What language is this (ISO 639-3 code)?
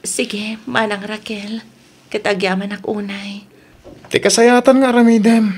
ilo